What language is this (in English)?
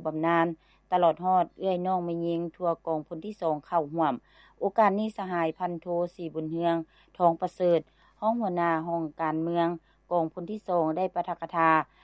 Lao